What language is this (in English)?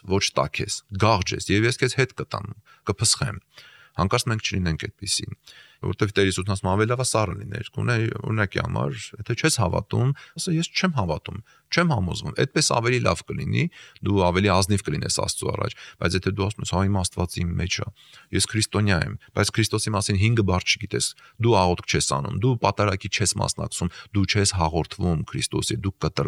Armenian